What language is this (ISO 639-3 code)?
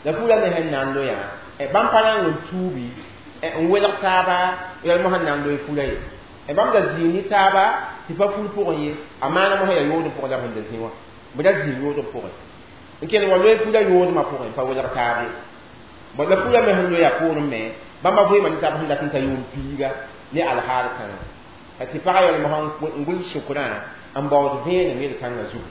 mos